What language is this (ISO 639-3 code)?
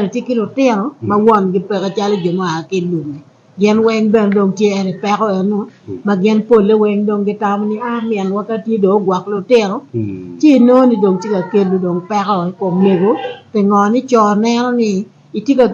ach